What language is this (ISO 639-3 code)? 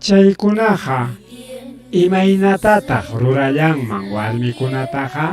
quy